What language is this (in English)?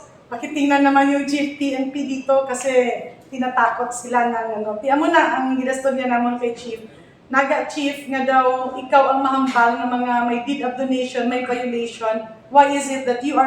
Hiligaynon